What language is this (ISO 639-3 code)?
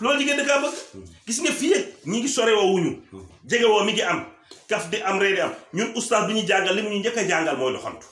wol